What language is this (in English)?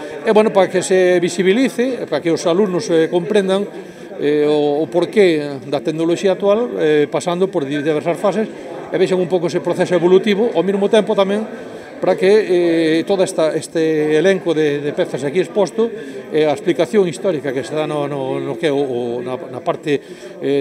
Galician